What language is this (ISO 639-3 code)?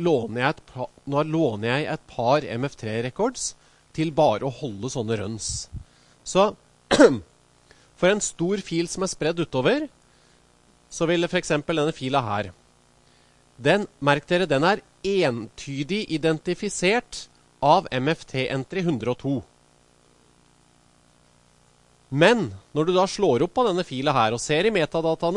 nor